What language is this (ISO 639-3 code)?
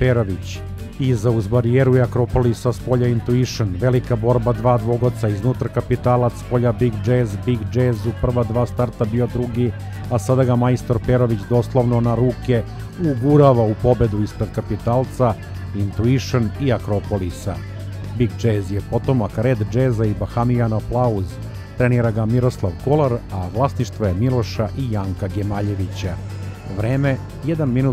srp